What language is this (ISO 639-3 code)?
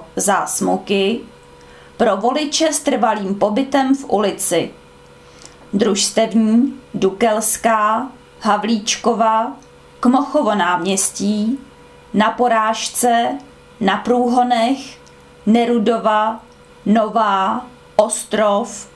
ces